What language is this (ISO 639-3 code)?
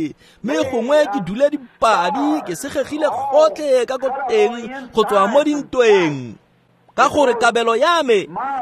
tsn